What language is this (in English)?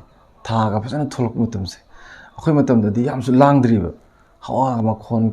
Manipuri